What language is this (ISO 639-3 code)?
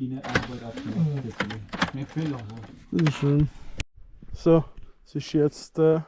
gsw